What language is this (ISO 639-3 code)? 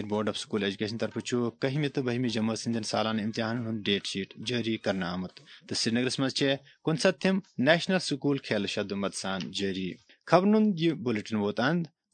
kas